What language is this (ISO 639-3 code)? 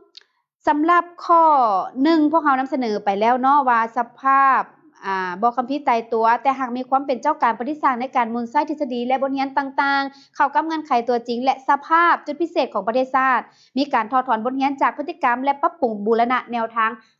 lao